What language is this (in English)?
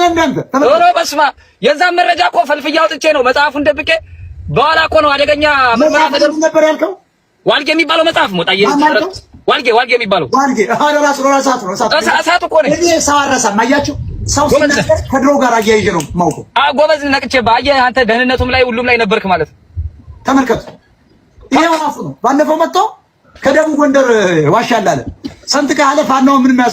Amharic